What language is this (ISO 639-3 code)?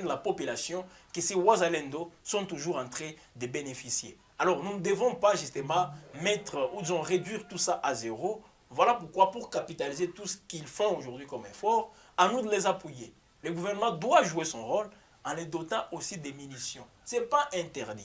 fra